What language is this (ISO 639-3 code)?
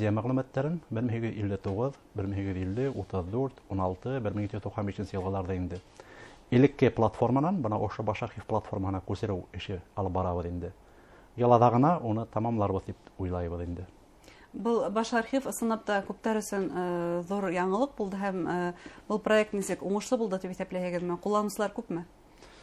bak